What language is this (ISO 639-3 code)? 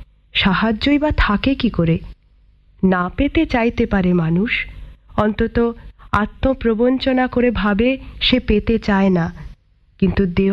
ben